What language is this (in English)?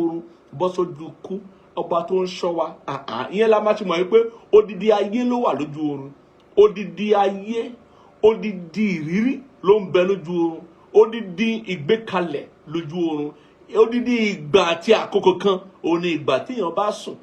Yoruba